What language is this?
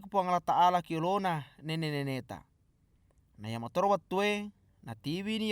Buginese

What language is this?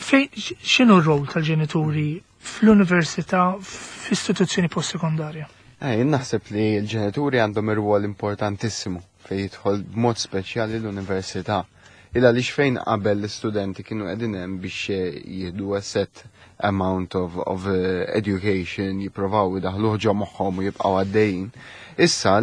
Maltese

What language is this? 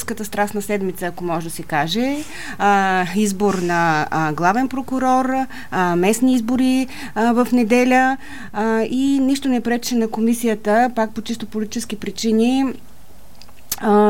Bulgarian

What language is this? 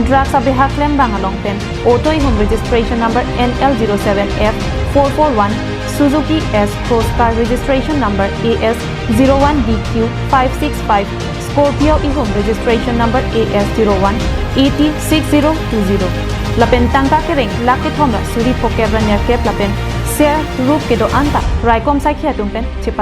Karbi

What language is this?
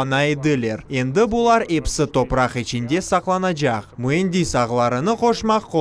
Crimean Tatar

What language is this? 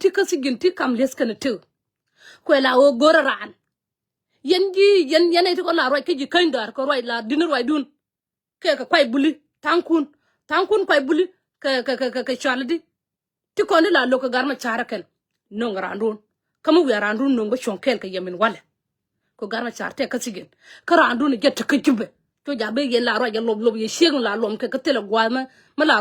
Nuer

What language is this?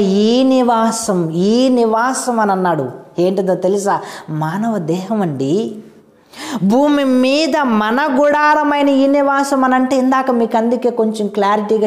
Telugu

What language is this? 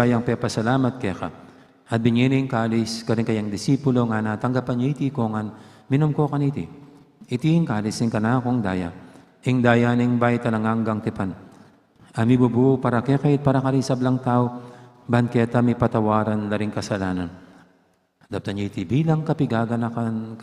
Pampanga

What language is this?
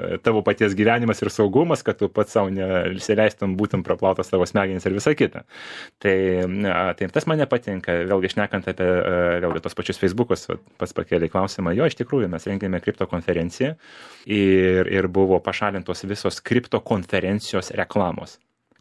Lithuanian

